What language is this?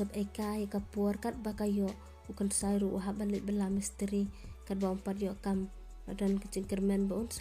Khasi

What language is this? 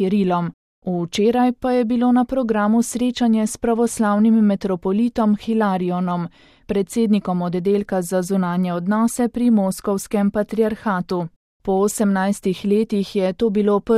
Slovenian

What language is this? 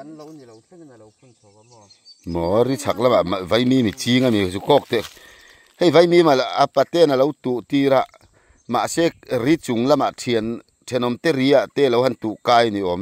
Mizo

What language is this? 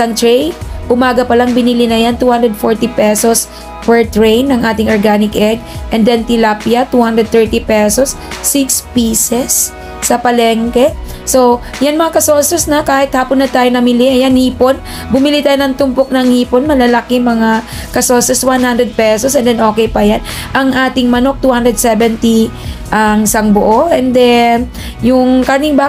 Filipino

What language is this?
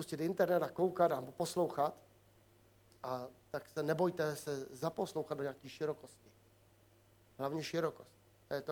Czech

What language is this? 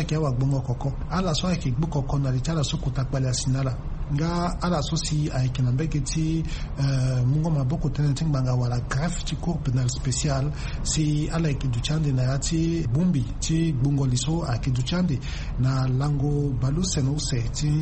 Sango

